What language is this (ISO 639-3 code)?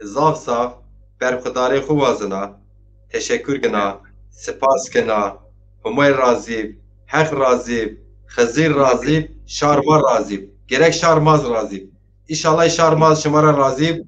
zza